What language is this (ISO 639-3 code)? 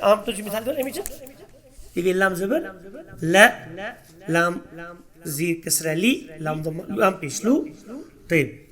kas